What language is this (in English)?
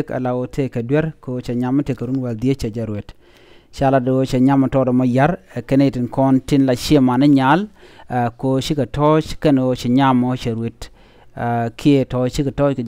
Nuer